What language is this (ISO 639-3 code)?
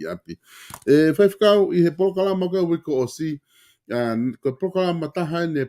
ton